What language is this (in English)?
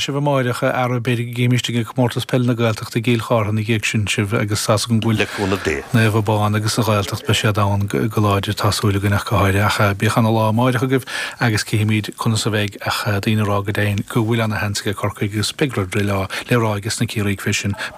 Irish